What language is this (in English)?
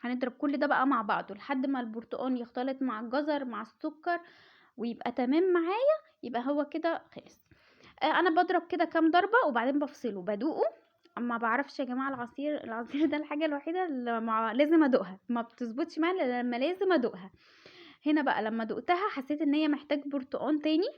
Egyptian Arabic